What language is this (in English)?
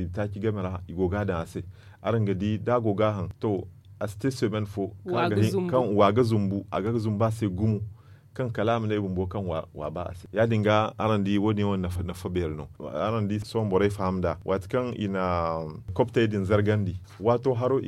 Zarma